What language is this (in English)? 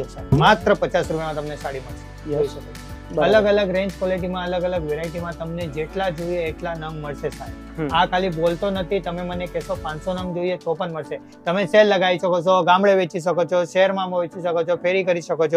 Gujarati